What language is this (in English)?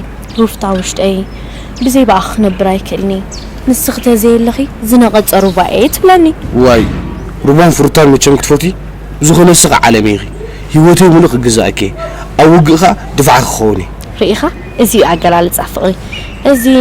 Tigrinya